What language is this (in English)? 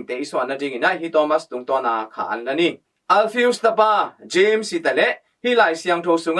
Tedim Chin